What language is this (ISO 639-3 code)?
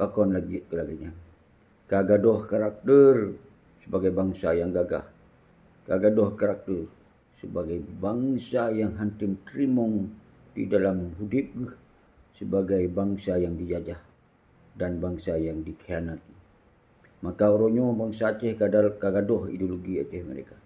ace